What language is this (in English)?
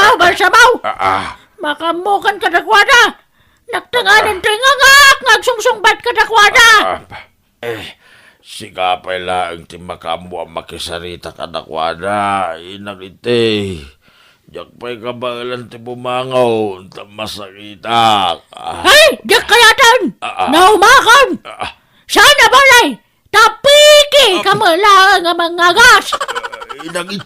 Iloko